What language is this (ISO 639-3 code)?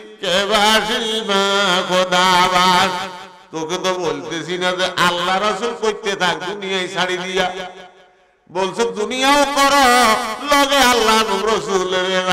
ben